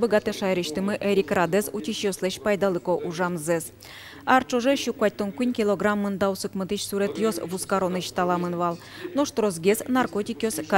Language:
Udmurt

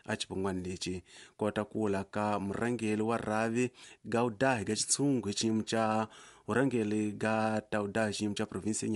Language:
Tsonga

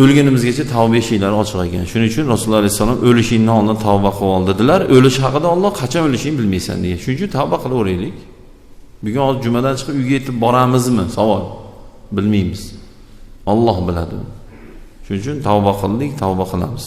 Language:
Uzbek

